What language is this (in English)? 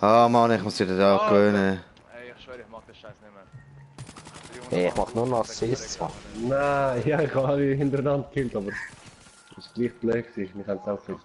Swiss German